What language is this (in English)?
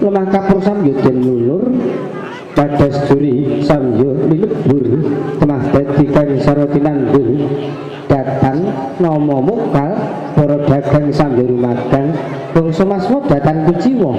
Javanese